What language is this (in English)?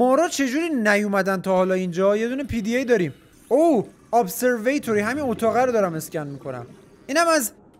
Persian